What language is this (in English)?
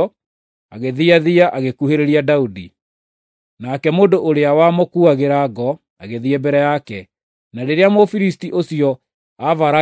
Kikuyu